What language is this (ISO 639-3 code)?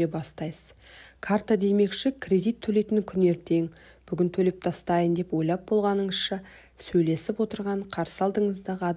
kaz